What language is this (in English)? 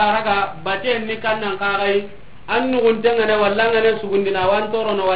Soninke